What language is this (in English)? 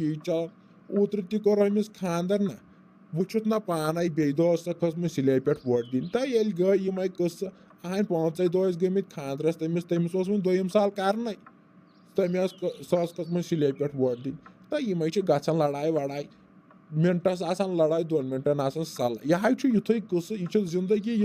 Kashmiri